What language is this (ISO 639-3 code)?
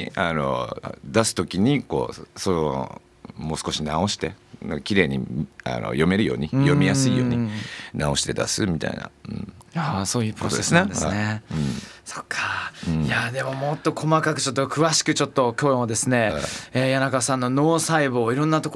jpn